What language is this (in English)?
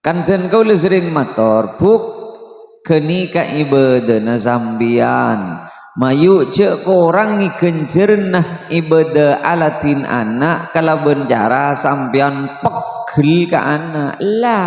Madurese